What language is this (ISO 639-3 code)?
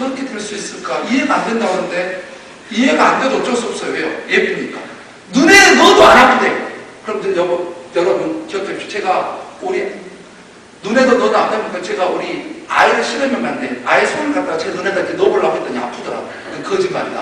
kor